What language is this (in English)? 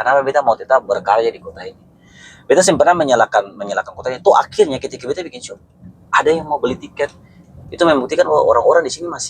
Ambonese Malay